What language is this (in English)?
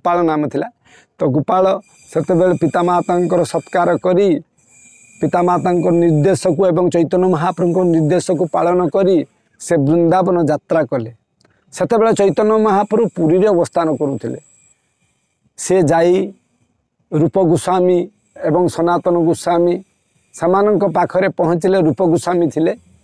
Odia